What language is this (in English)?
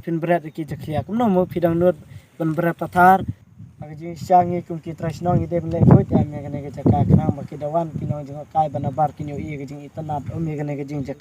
Khasi